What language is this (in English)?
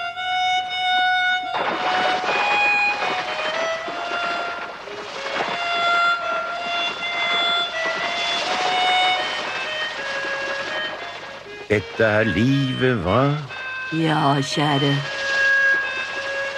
Norwegian